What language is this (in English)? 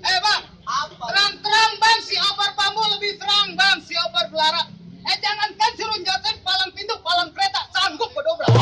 Betawi